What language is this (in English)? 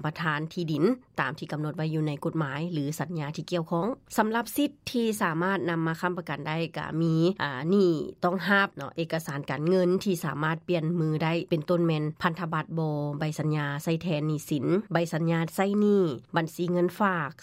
Lao